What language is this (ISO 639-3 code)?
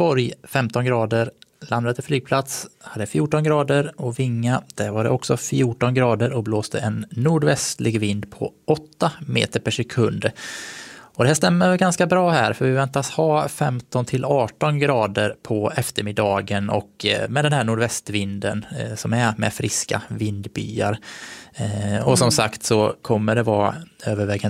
swe